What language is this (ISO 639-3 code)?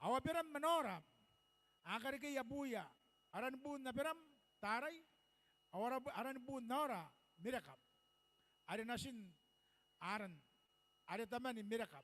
gil